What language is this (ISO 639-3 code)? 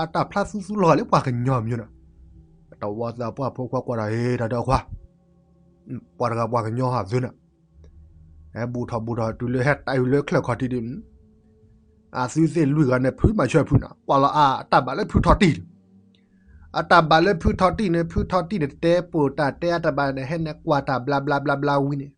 ksw